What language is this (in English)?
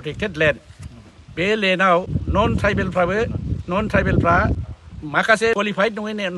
Bodo